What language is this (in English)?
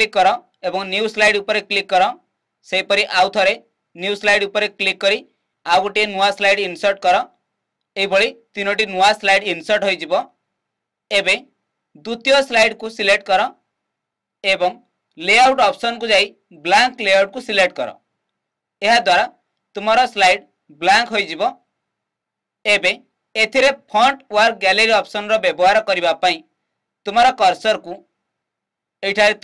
Odia